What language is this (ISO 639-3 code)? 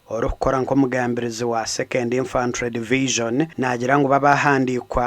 nyn